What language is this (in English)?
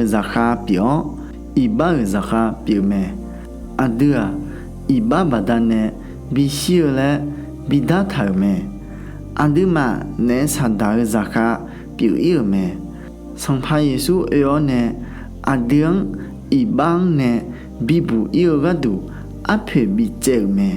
Akha